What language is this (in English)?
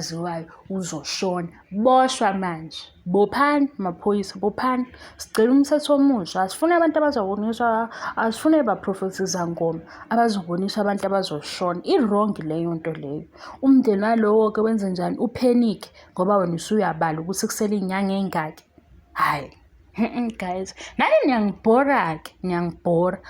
Zulu